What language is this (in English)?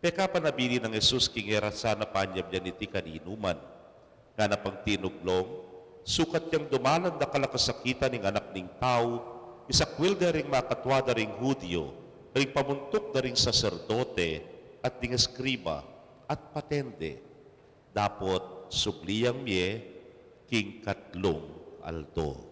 Pampanga